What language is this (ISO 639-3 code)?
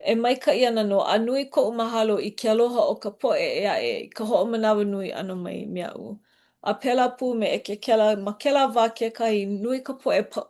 haw